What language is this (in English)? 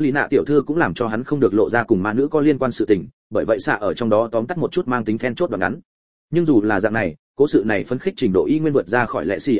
Vietnamese